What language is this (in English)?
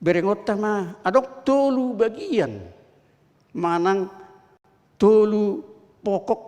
Batak Toba